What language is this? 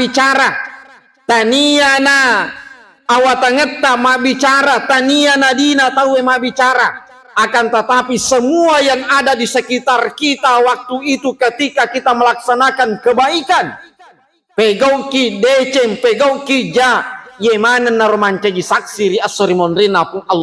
Buginese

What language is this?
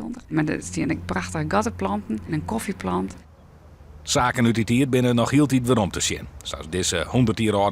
Western Frisian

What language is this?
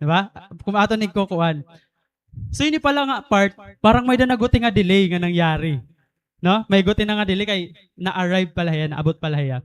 Waray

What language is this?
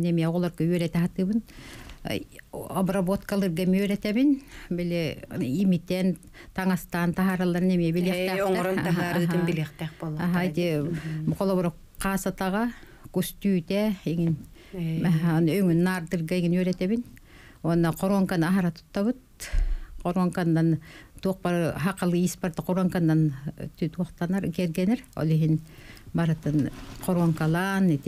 Yakut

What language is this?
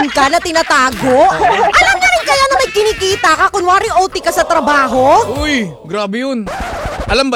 Filipino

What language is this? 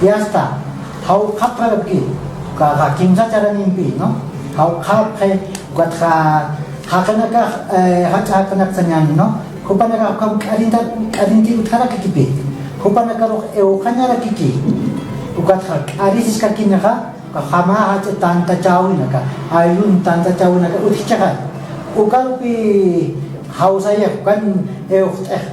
Aymara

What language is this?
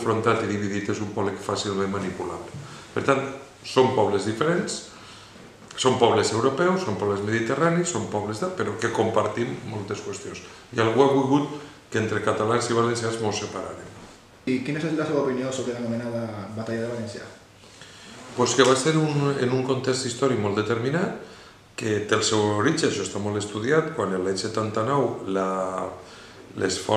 Catalan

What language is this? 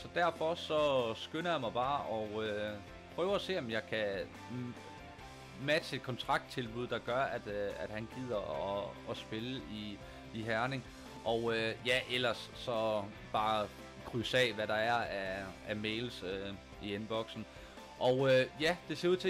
Danish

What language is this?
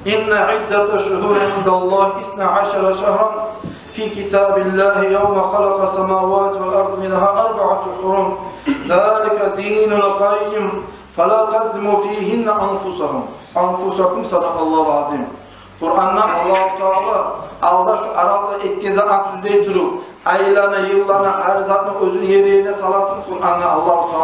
Kumyk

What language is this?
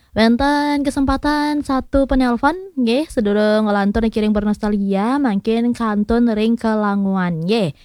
Balinese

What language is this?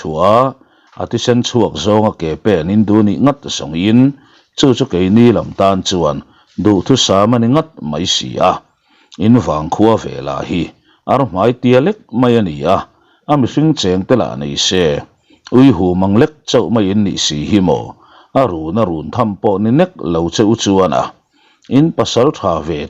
Mizo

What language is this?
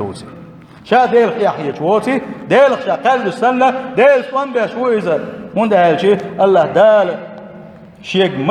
Chechen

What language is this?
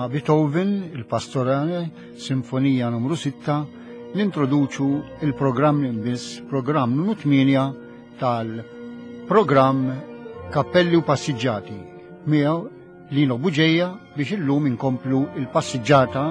Maltese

